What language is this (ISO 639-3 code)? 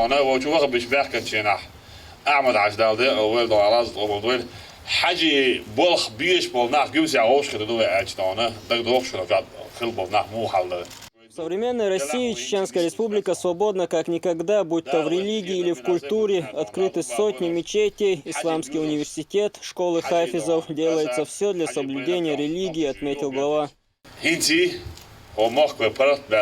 che